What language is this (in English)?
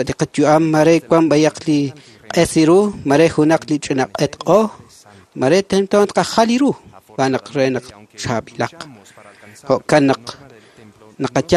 Kekchí